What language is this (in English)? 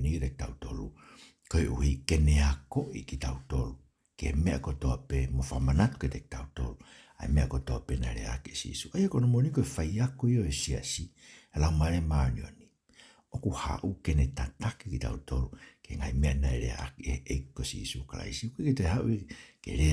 Tongan